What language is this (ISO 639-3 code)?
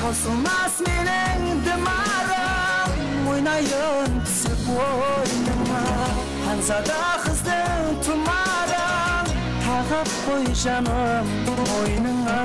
kaa